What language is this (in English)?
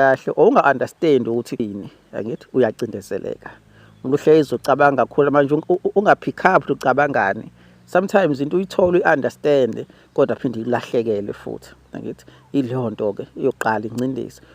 Zulu